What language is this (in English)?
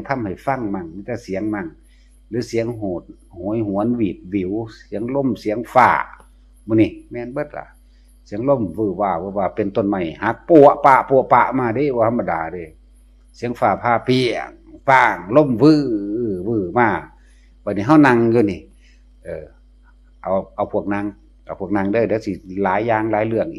Northeastern Thai